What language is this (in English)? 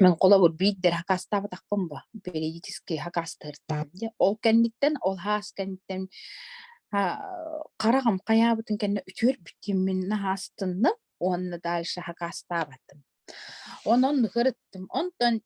Yakut